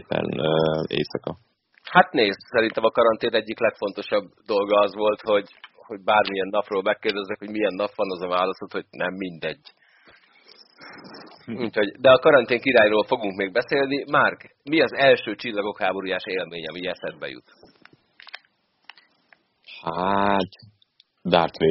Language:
Hungarian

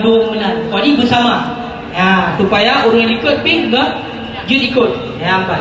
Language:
Achinese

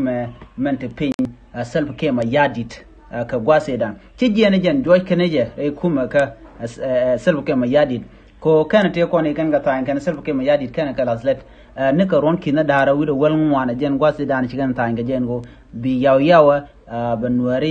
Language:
Nuer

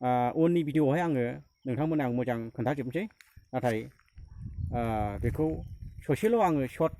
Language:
Bodo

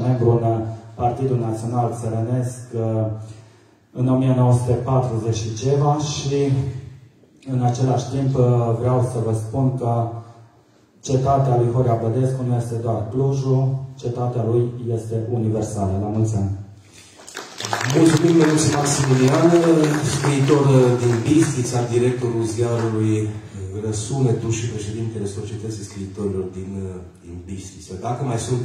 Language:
Romanian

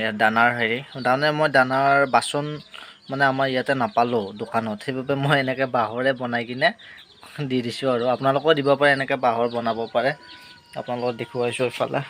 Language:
Assamese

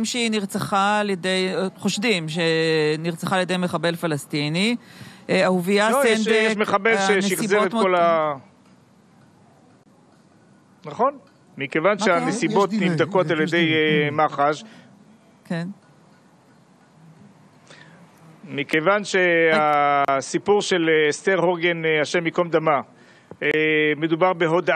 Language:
Hebrew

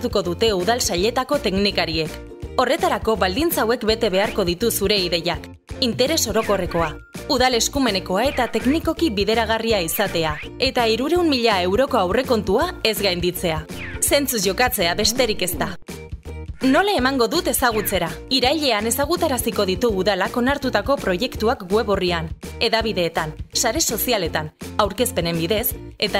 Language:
Basque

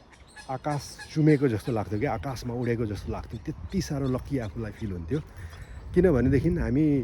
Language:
Nepali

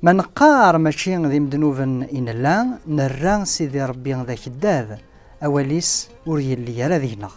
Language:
Kabyle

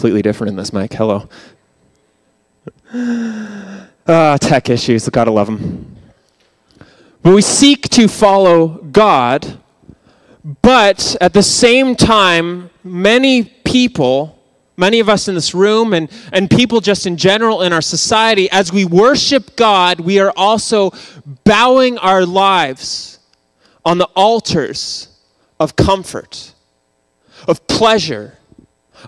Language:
English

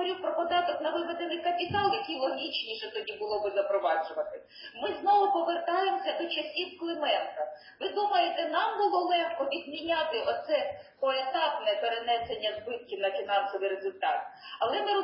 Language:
Ukrainian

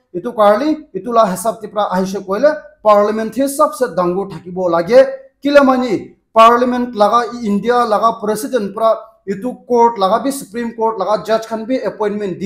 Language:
Naga Pidgin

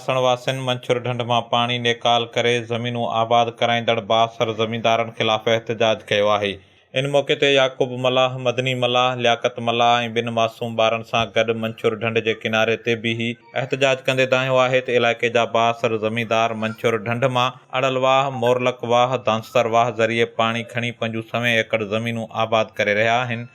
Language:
Sindhi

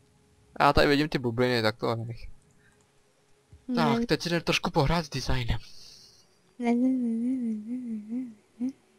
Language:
Czech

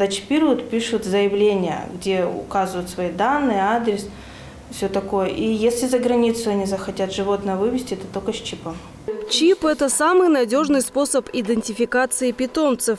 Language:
Russian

